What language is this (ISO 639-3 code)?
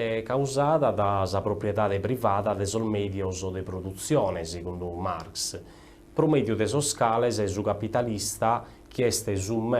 srd